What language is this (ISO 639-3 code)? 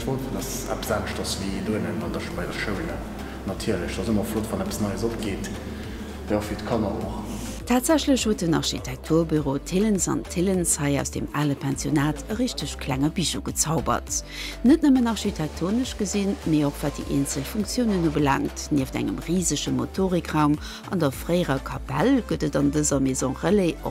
ltz